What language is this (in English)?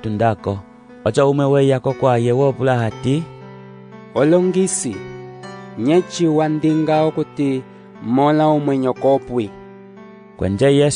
Umbundu